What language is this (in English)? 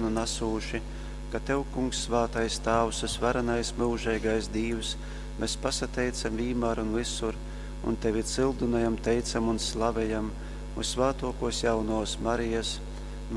Latgalian